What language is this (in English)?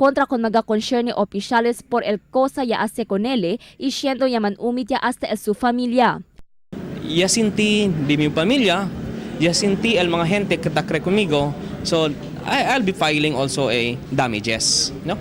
Chavacano